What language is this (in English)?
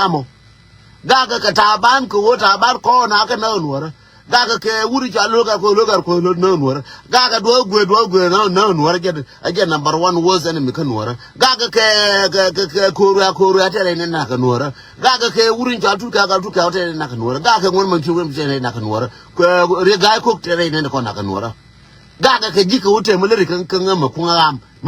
Nuer